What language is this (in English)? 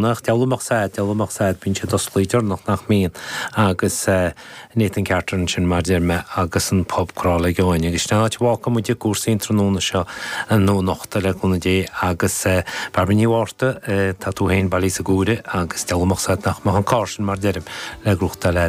Irish